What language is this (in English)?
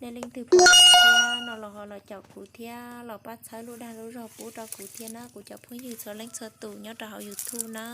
Hmong